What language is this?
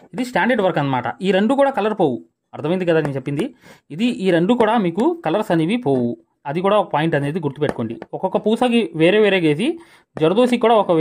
Telugu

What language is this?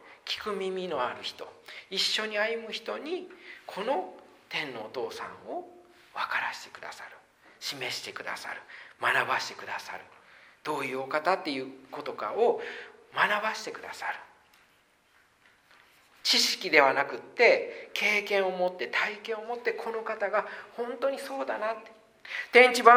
Japanese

